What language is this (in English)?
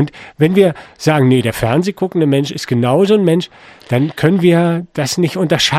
German